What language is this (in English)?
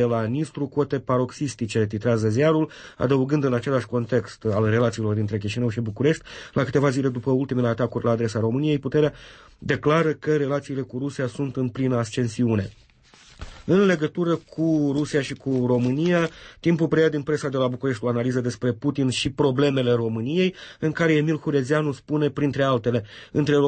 Romanian